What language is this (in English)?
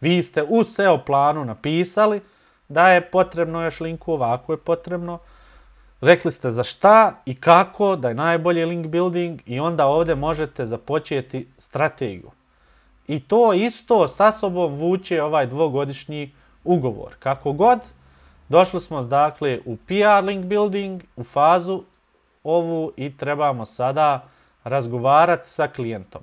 Bosnian